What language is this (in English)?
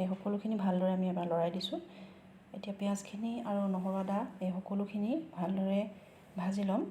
Assamese